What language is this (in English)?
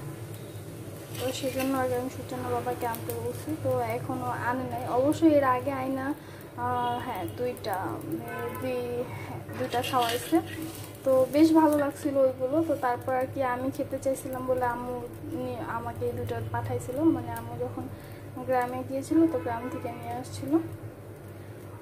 Bangla